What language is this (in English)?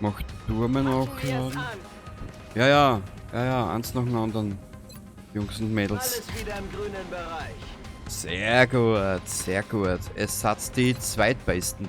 Bavarian